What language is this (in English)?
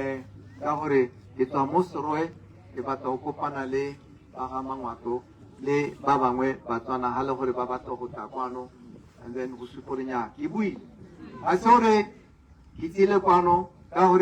Tswana